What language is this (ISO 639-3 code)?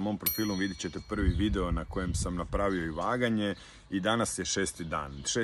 hrv